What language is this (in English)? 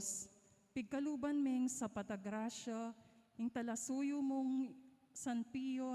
Pampanga